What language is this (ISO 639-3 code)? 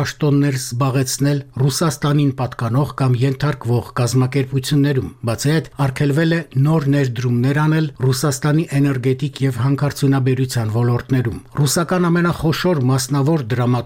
hye